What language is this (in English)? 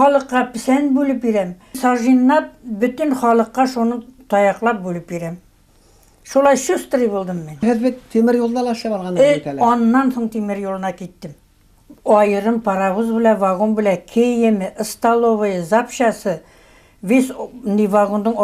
Bashkir